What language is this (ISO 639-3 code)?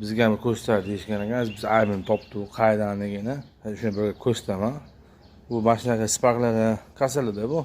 uzb